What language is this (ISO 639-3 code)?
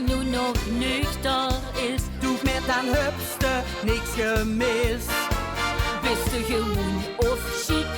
lim